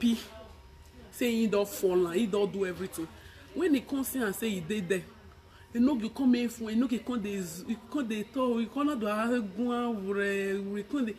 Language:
Nigerian Pidgin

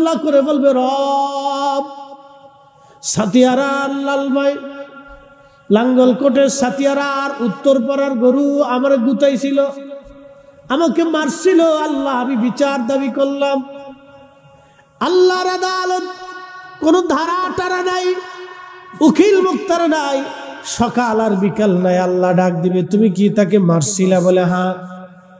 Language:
Bangla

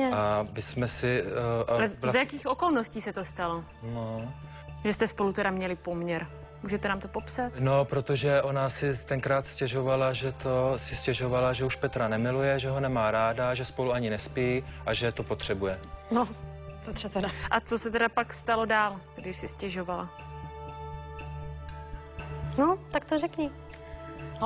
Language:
Czech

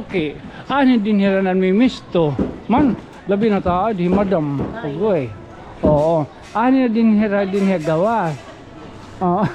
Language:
Waray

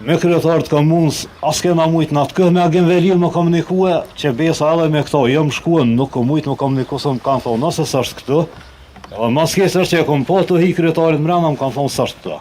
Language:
Albanian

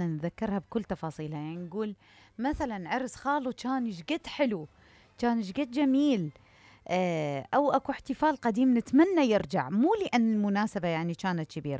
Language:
Mesopotamian Arabic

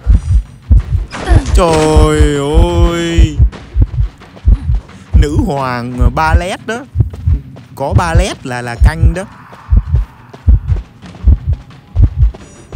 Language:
Vietnamese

